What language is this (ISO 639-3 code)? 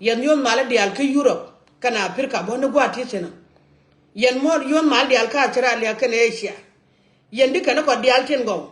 nus